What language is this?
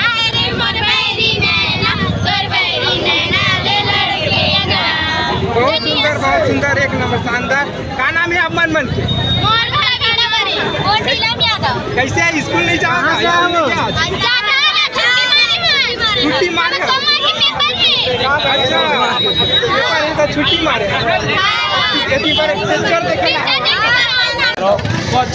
Chhattisgarhi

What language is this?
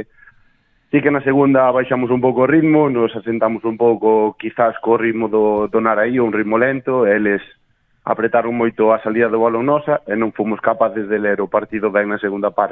Galician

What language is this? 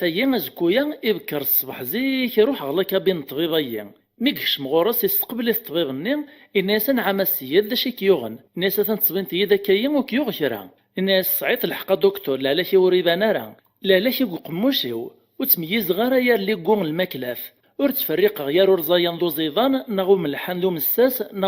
Kabyle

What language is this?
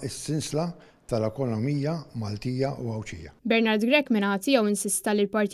Maltese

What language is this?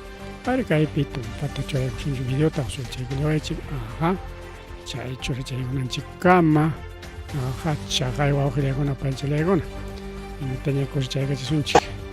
Ayacucho Quechua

